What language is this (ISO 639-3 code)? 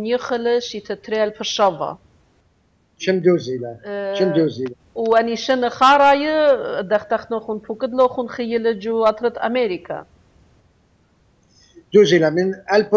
aii